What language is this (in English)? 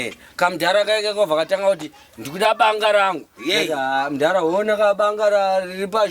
Shona